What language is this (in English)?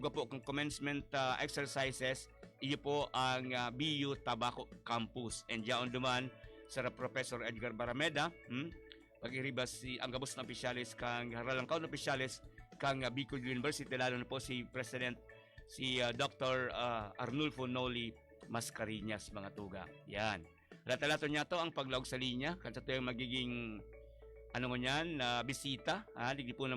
Bikol